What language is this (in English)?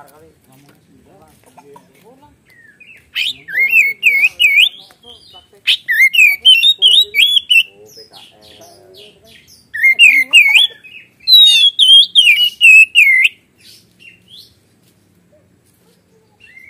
Indonesian